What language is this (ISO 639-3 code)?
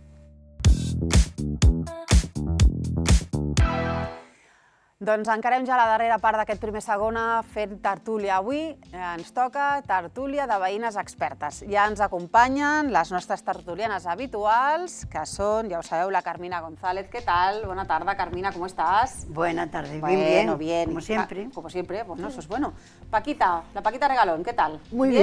cat